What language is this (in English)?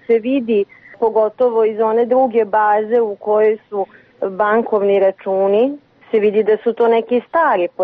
Croatian